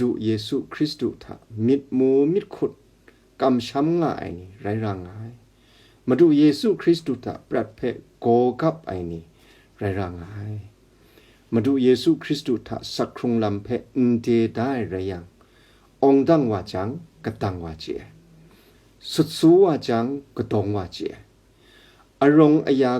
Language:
Kachin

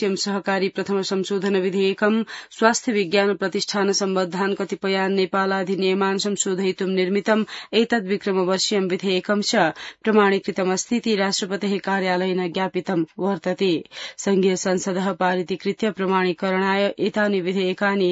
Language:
Sanskrit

